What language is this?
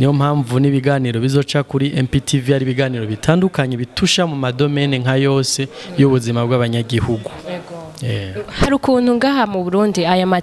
Rundi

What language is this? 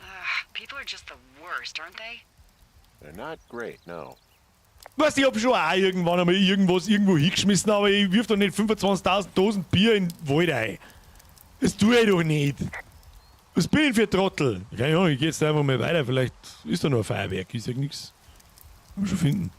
Bavarian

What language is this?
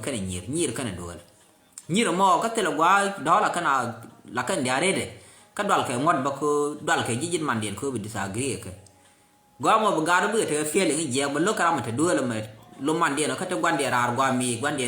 Nuer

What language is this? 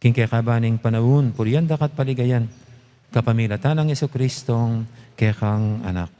Pampanga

